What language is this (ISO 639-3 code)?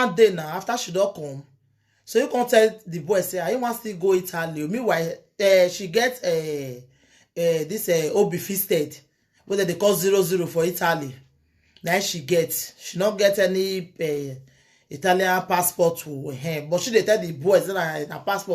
pcm